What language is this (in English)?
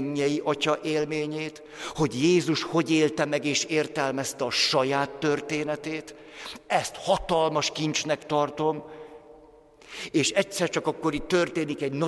Hungarian